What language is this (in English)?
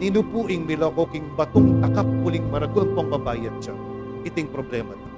Pampanga